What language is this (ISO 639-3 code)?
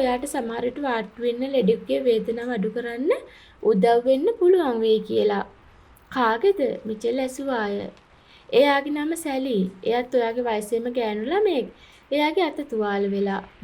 sin